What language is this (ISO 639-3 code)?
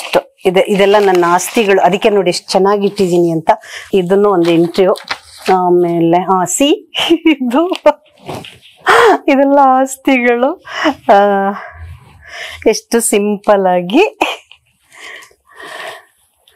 kan